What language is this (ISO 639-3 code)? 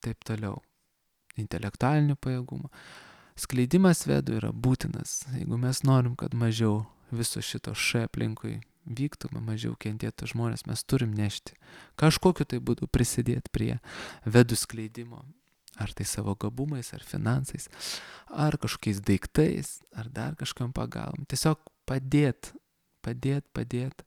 lit